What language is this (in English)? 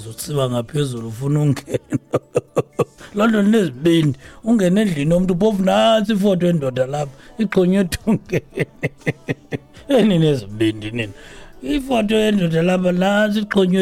Xhosa